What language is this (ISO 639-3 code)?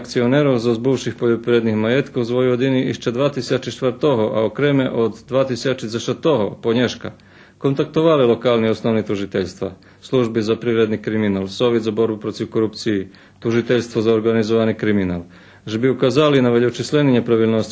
rue